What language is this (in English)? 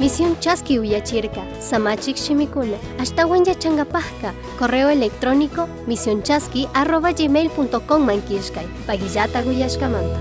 Chimborazo Highland Quichua